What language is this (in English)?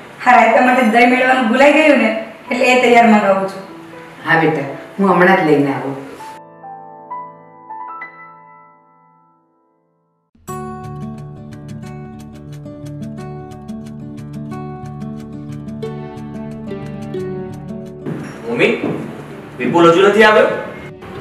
Gujarati